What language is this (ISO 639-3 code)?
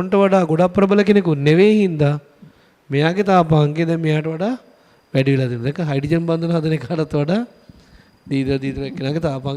sin